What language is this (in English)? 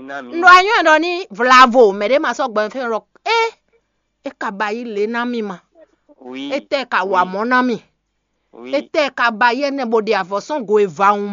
Fon